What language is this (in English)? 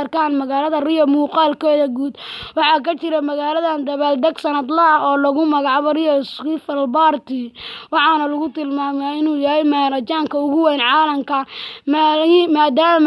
Somali